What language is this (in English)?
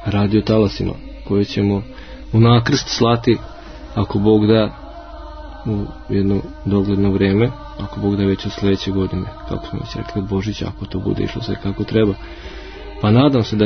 Croatian